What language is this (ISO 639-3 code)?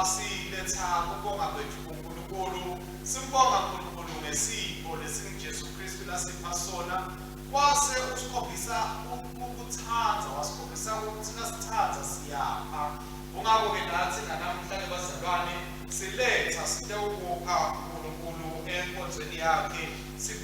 ssw